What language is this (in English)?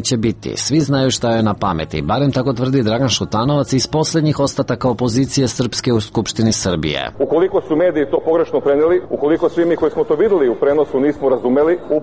Serbian